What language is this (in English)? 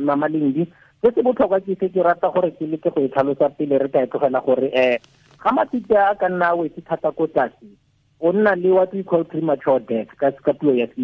Tswana